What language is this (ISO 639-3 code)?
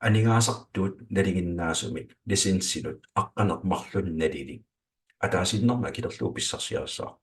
kal